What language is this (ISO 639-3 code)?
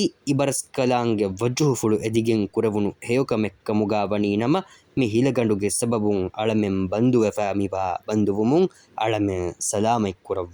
div